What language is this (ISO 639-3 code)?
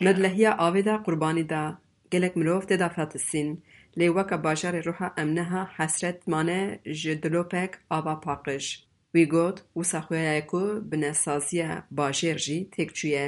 kur